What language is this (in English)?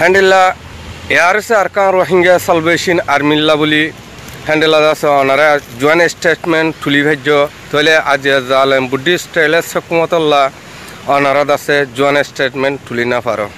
Rohingya